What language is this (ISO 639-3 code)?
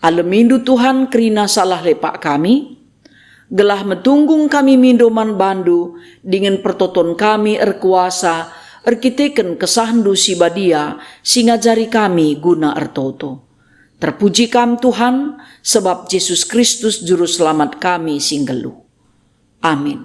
btx